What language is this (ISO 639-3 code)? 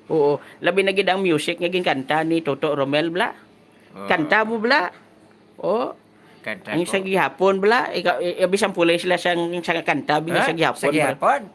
hil